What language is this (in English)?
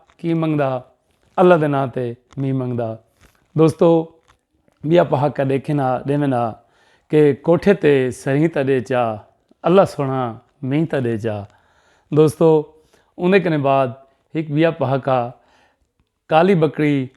Saraiki